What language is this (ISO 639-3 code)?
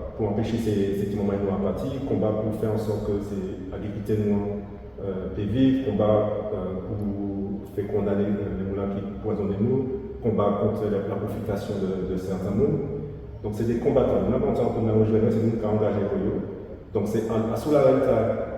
gcf